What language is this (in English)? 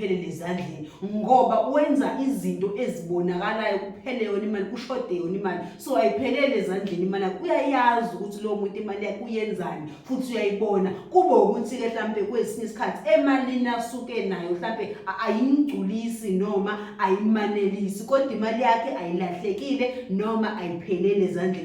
Zulu